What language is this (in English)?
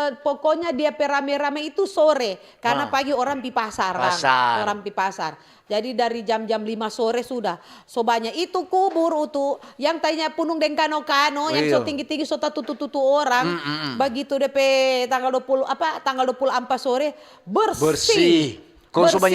Manado Malay